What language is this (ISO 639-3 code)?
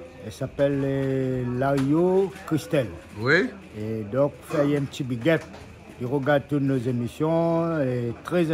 rcf